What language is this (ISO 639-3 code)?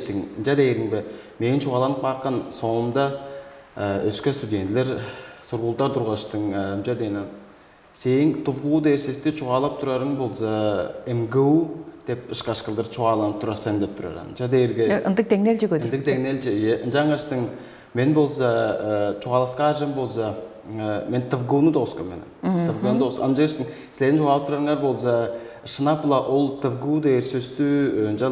tyv